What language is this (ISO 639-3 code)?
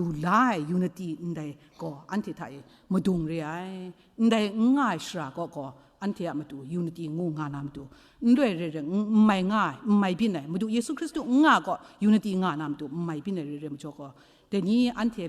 kac